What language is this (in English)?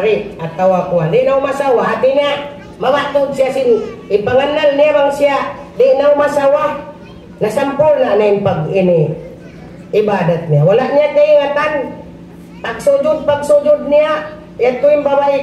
Tausug